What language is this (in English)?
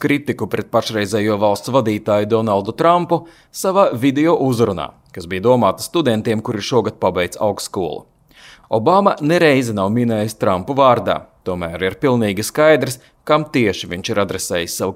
Latvian